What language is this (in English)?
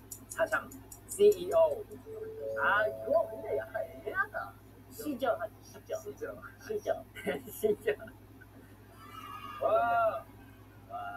Korean